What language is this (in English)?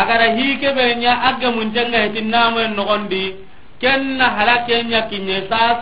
Soninke